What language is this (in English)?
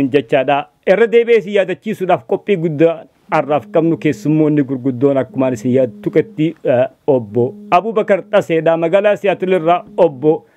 Oromo